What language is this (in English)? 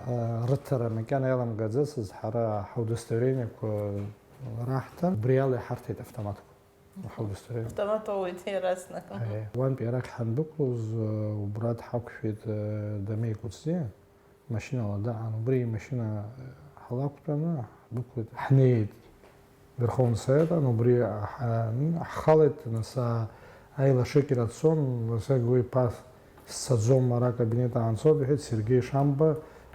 Abkhazian